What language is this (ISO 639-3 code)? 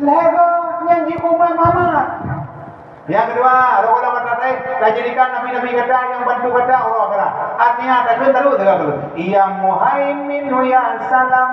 ace